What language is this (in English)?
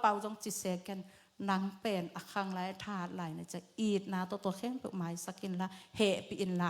Tedim Chin